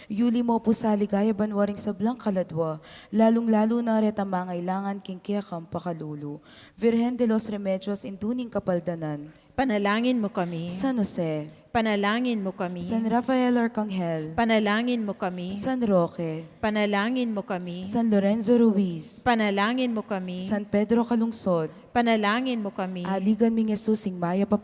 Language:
Pampanga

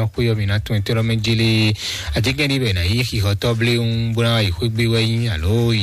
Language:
Fon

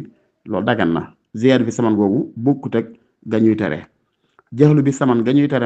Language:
Wolof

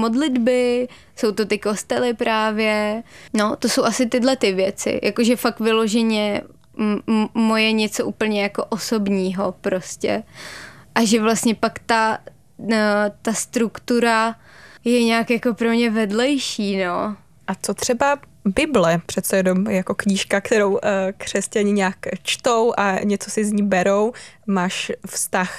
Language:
Czech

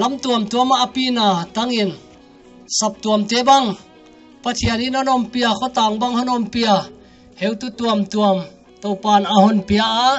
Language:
Paite Chin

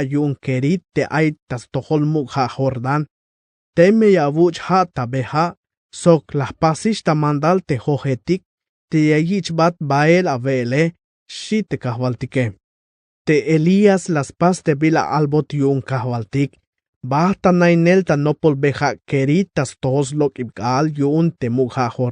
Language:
Tzeltal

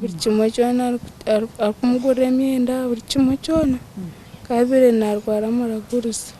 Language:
Nyankole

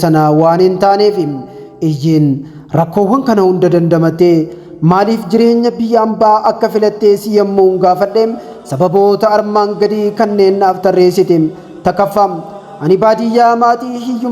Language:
Oromo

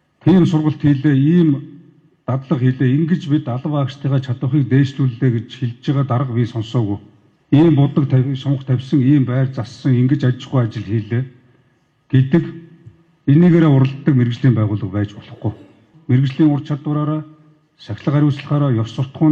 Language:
Mongolian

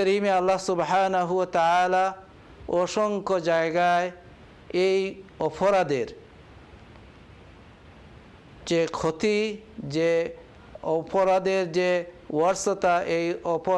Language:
Bangla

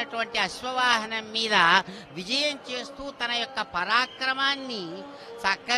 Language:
Telugu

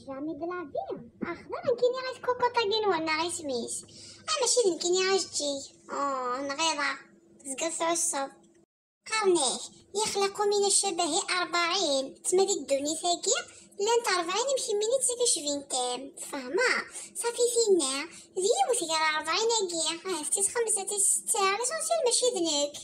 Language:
Kabyle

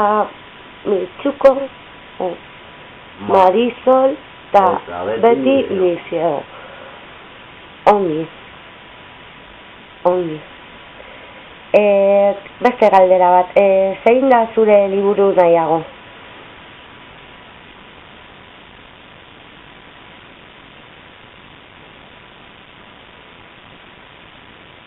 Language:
Basque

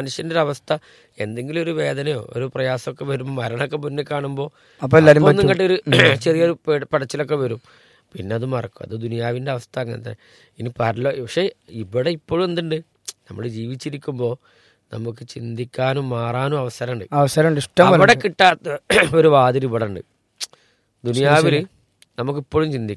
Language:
Malayalam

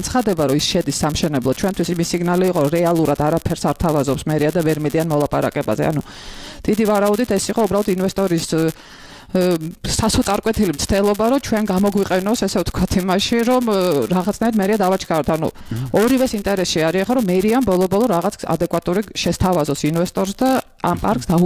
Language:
Georgian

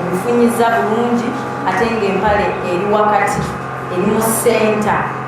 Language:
Ganda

